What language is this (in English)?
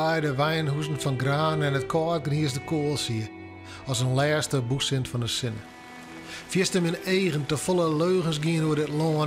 Western Frisian